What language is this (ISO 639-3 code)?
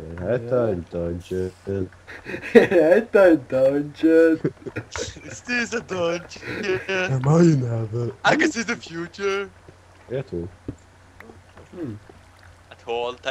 fao